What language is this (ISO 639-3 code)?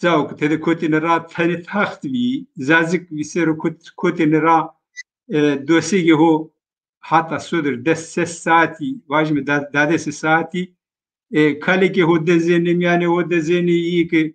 zza